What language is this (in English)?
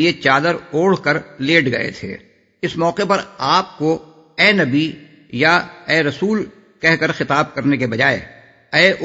Urdu